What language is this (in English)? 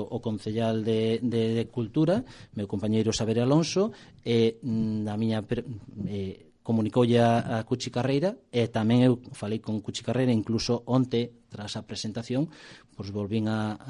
Galician